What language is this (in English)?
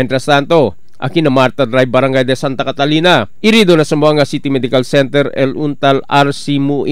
Chavacano